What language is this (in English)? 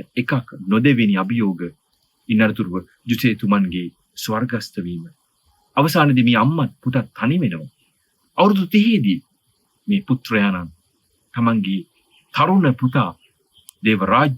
Sinhala